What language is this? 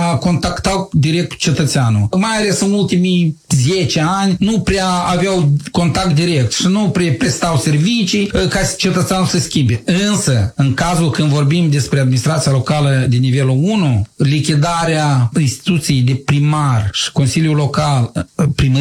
Romanian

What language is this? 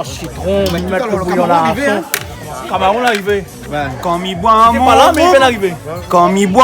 Réunion Creole French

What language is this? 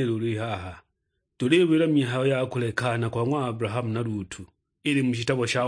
Sukuma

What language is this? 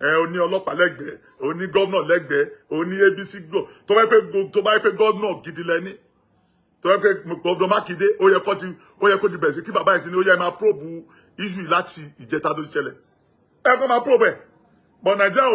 Yoruba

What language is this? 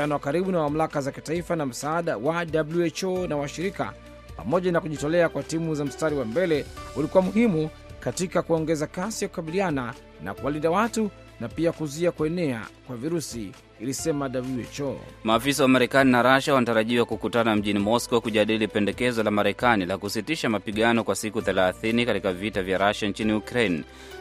Swahili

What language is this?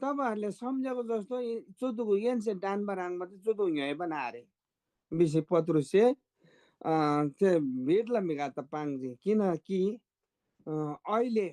Eastern Tamang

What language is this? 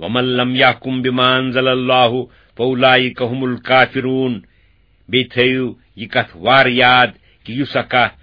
Kashmiri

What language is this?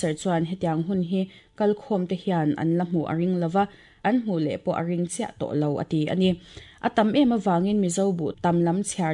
Mizo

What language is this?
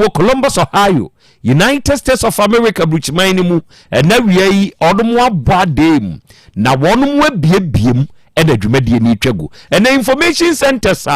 Akan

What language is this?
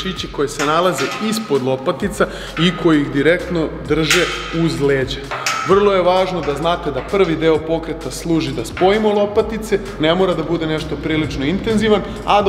Serbian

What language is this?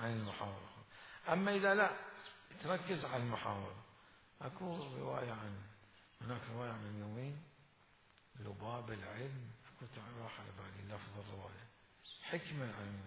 Mesopotamian Arabic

